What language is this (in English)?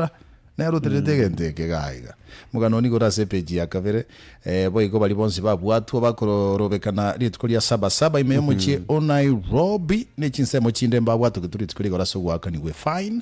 Gusii